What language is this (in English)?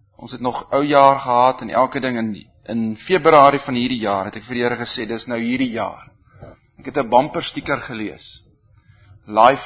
Afrikaans